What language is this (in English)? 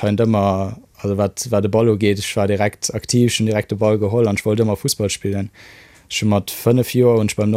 Luxembourgish